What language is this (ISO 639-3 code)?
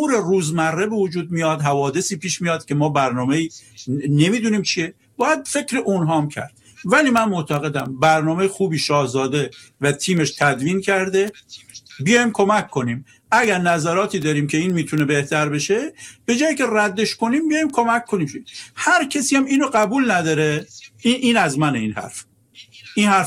fas